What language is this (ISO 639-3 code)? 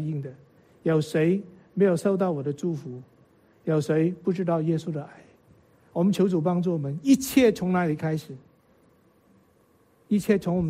zho